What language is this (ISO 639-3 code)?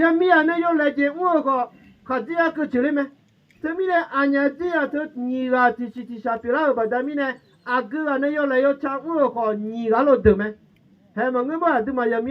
ahk